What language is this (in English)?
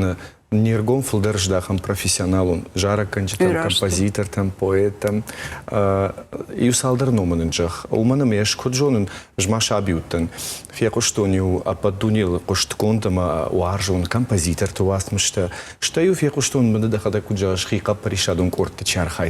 Ossetic